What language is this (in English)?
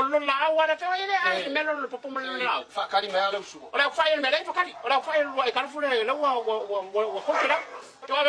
Samoan